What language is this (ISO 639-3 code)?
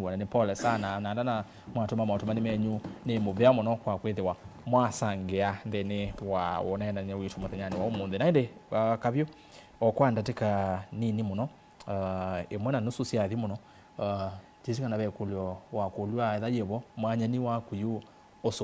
kam